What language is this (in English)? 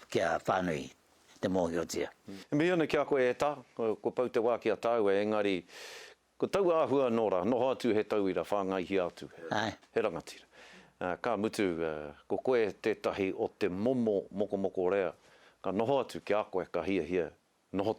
Māori